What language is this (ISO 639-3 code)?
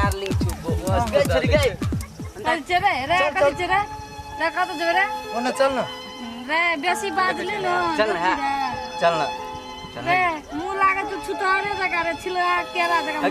mai